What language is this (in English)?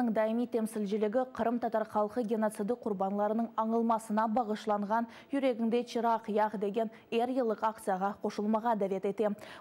Crimean Tatar